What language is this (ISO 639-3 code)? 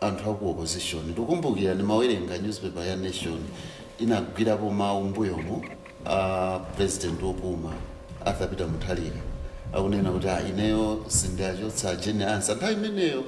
nya